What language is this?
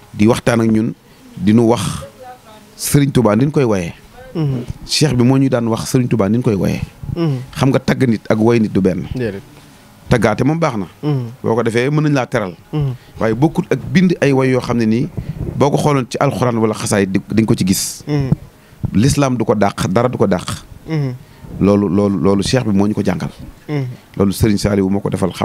Wolof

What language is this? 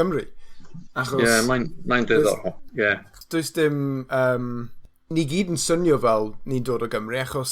Welsh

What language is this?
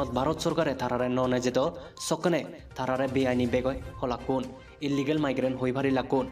Chakma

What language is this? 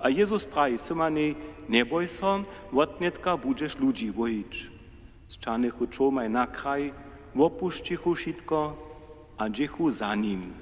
Upper Sorbian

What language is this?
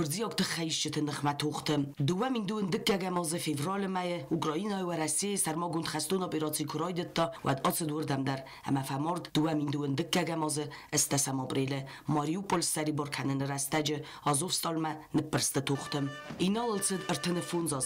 Ossetic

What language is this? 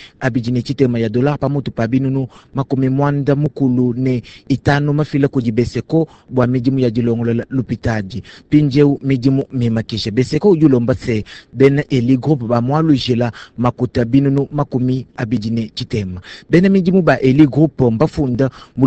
Luba-Lulua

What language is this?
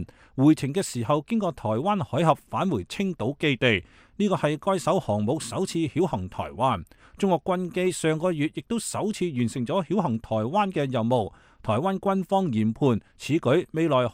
Cantonese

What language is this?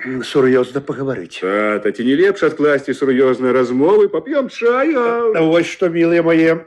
Belarusian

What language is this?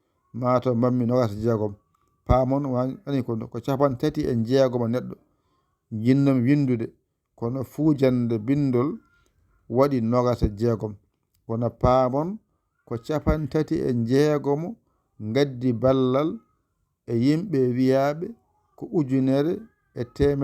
Fula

